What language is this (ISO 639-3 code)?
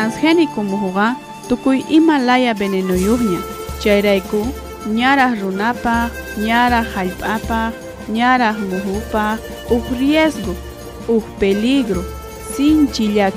quh